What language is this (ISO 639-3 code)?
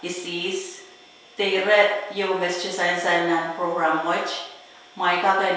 pon